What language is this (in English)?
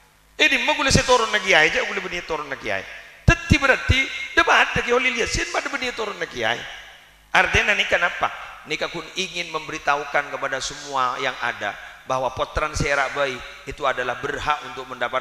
Madurese